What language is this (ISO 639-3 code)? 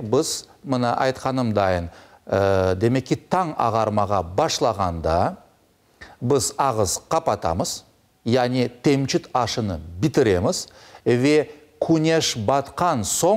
crh